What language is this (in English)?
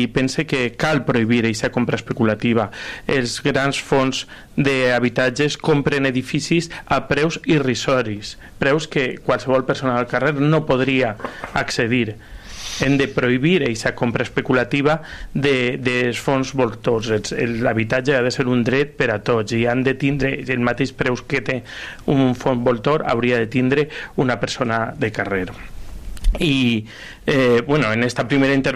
Catalan